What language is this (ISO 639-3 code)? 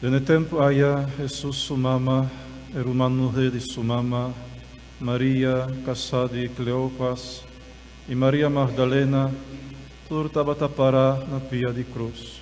pap